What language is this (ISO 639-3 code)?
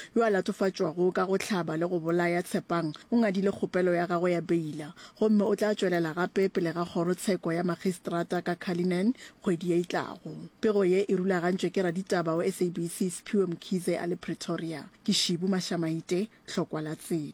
nso